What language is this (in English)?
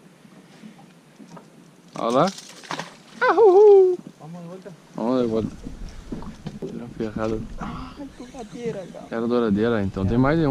Portuguese